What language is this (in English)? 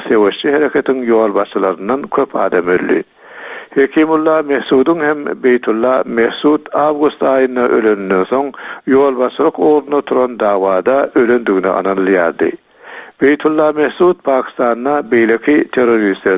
Turkmen